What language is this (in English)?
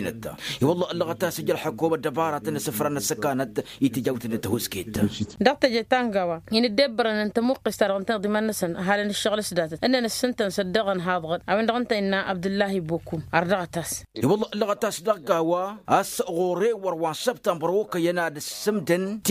Tamasheq